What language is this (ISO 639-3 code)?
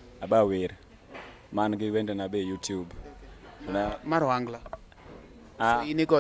luo